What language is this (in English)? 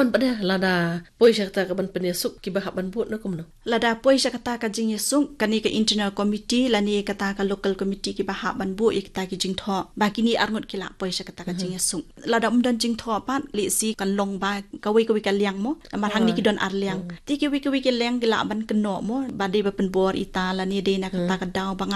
Khasi